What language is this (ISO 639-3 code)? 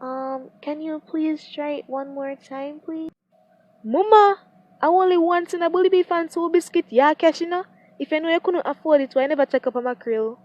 jam